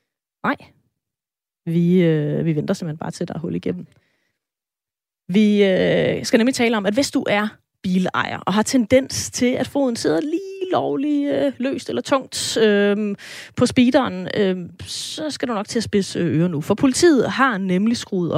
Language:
Danish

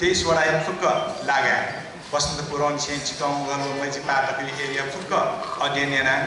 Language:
Newari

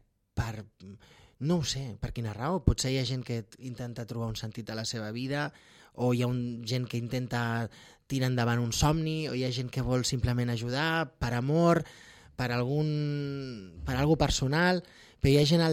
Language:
Catalan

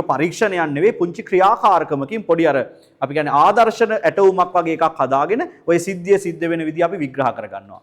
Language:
Sinhala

